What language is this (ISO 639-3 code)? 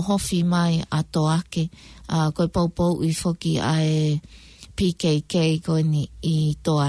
ton